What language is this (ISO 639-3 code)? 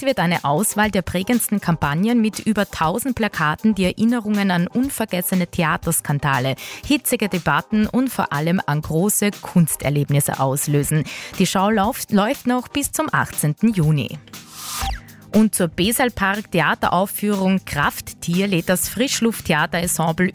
deu